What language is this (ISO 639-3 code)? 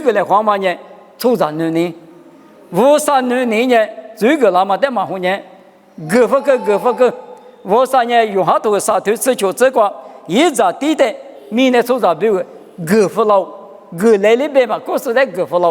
lis